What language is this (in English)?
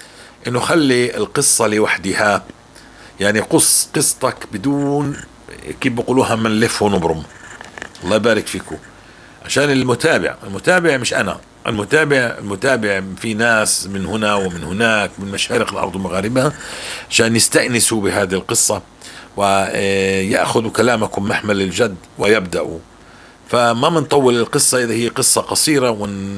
North Levantine Arabic